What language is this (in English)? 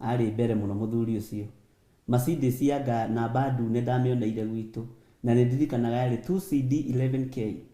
Kikuyu